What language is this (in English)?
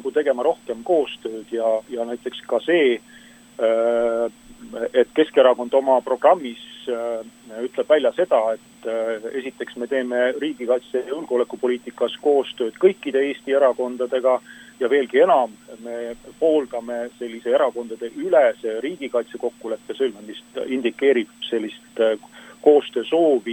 Estonian